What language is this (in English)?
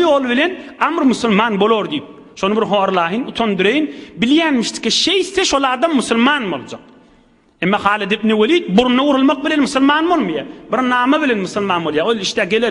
Turkmen